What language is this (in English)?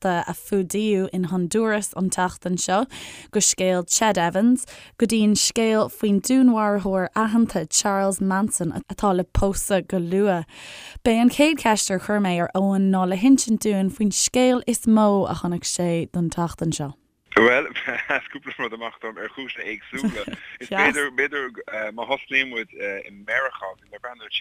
Irish